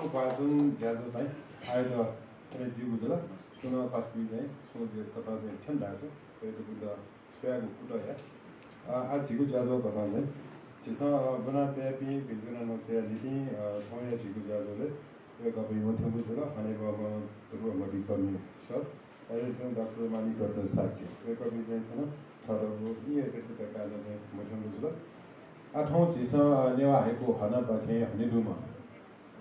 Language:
Newari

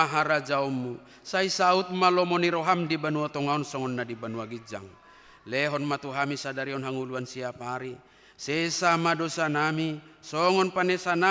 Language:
Batak Toba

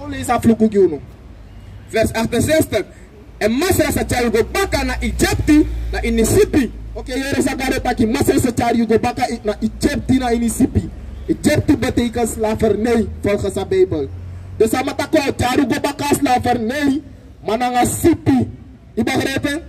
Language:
Sranan Tongo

